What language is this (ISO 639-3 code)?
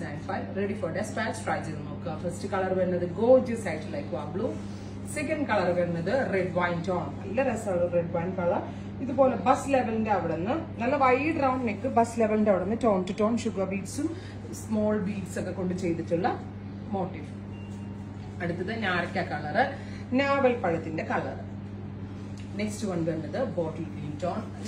mal